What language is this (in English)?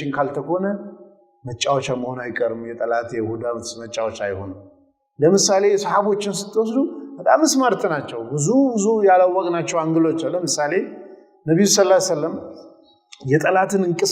Amharic